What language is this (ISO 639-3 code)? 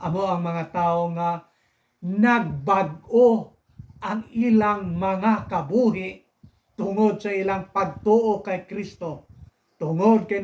hil